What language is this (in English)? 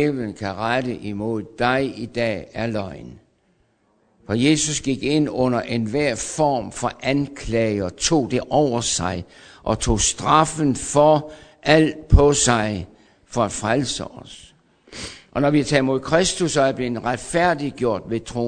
Danish